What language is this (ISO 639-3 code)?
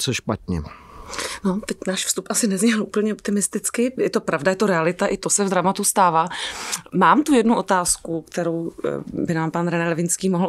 ces